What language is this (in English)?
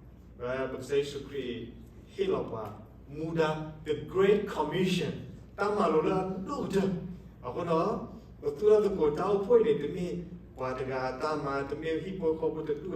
S'gaw Karen